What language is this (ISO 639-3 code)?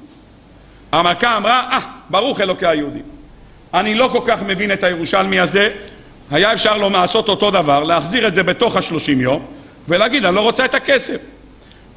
heb